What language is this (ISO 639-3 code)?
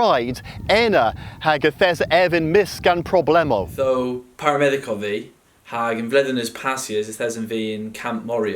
cor